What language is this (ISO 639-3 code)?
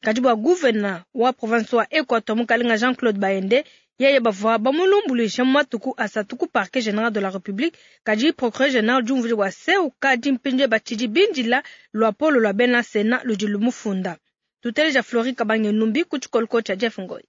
lua